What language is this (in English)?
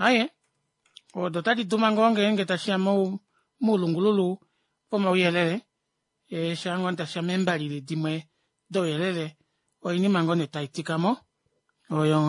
Kuanyama